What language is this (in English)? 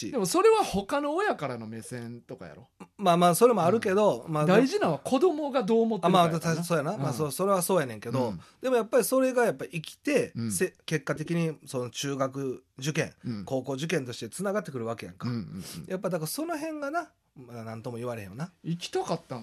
Japanese